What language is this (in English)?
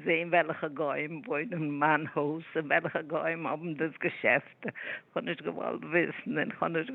Yiddish